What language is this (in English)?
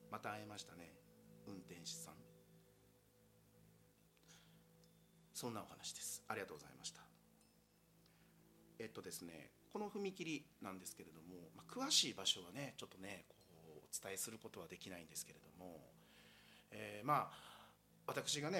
Japanese